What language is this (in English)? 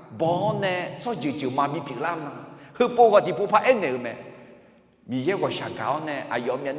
Akha